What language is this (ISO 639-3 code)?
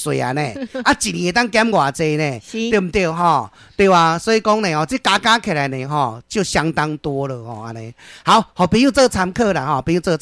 nan